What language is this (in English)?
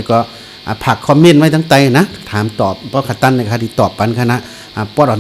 Shan